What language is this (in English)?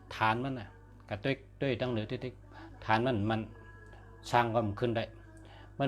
Shan